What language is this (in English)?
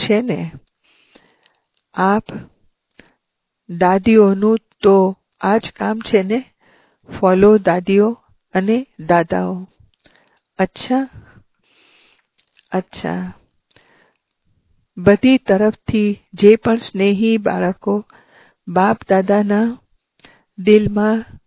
Gujarati